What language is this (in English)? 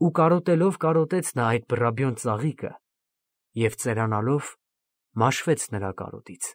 Armenian